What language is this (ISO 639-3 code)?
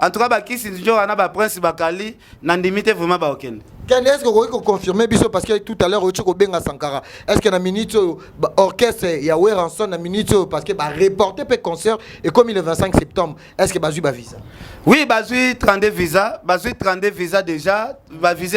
lin